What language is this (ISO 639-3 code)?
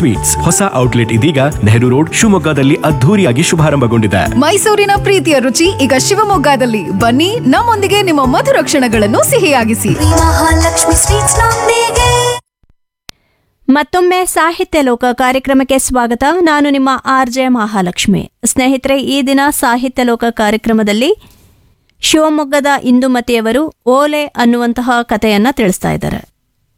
kan